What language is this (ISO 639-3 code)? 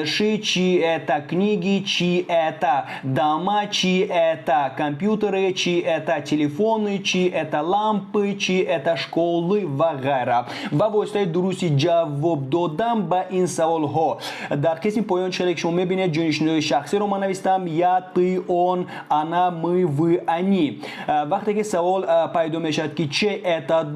tgk